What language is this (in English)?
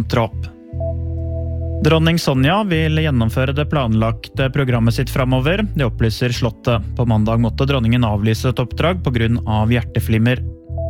Norwegian